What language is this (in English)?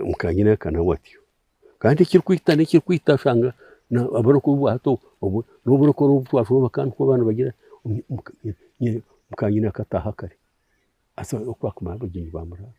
Nyankole